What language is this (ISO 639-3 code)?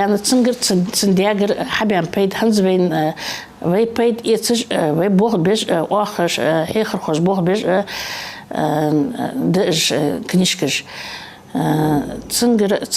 inh